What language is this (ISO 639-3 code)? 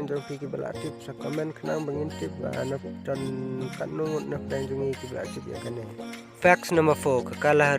kha